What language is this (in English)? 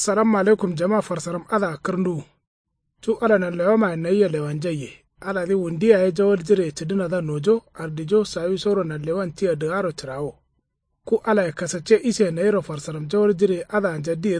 Kanuri